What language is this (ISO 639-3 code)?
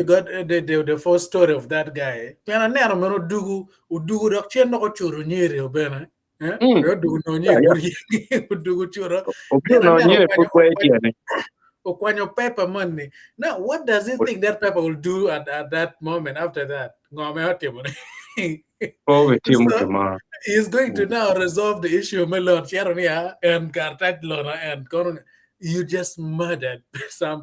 ach